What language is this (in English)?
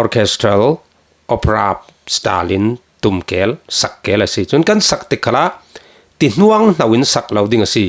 Falam Chin